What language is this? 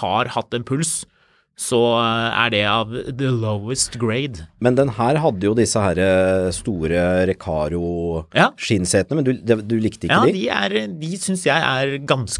Norwegian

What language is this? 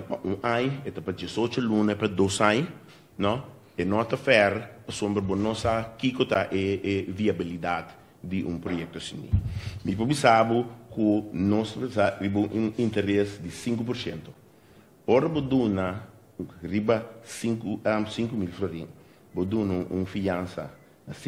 Papiamento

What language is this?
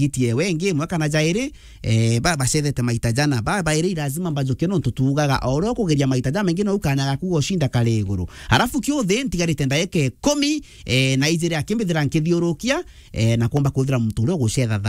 Meru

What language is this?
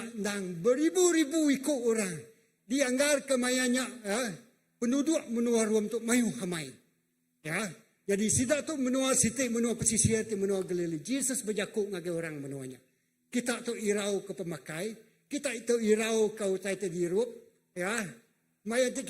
Iban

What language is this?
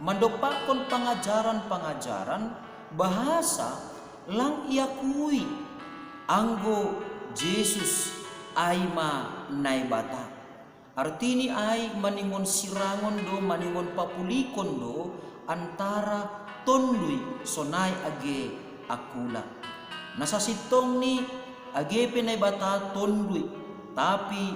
Batak Simalungun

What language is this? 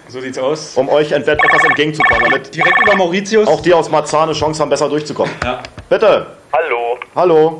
German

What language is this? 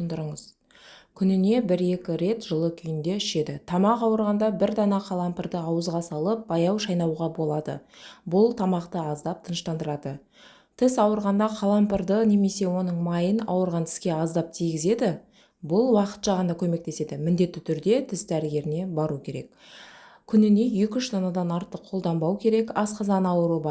Kazakh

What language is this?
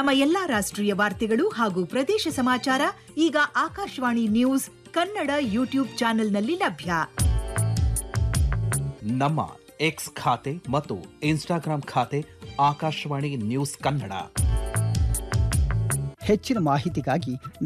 Kannada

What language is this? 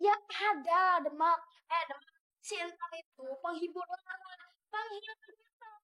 Betawi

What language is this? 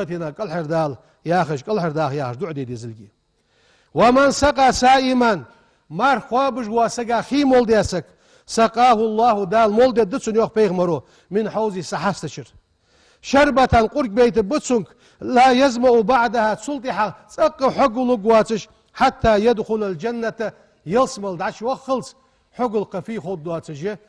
Ingush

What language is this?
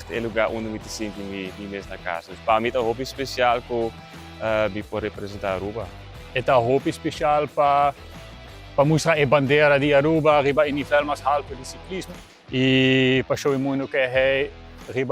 Papiamento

